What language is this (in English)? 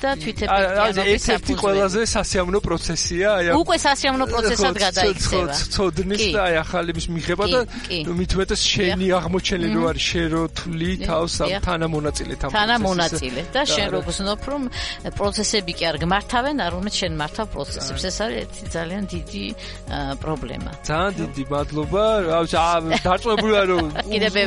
Georgian